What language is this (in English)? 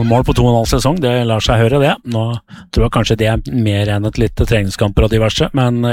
Norwegian